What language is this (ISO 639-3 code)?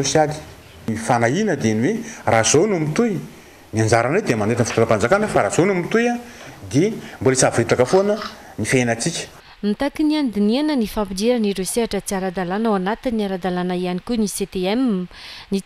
mlg